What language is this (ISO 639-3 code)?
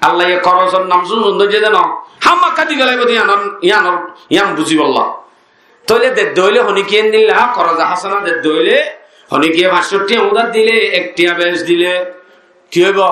rhg